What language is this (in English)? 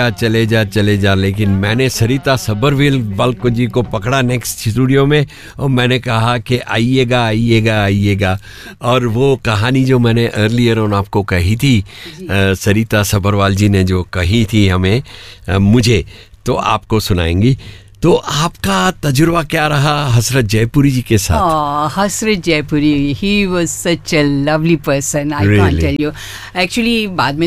Hindi